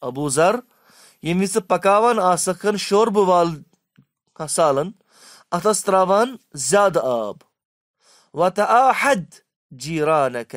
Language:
Kashmiri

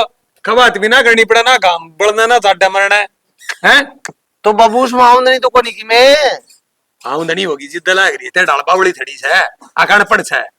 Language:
Haryanvi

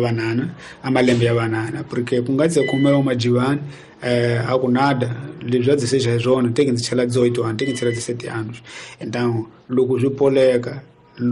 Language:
Tsonga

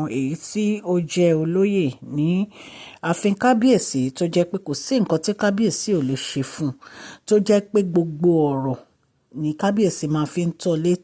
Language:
Yoruba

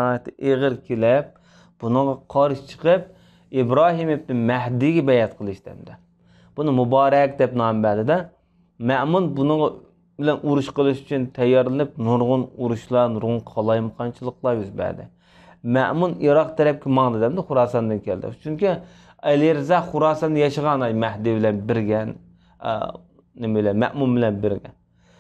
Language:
Uyghur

